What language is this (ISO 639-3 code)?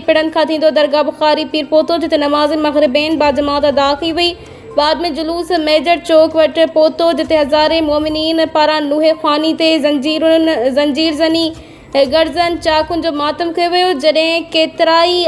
snd